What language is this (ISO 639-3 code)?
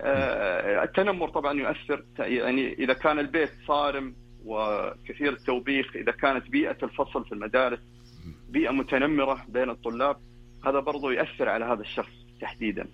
ars